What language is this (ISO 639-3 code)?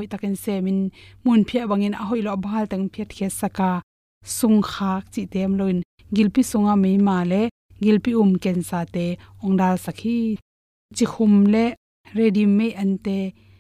ctd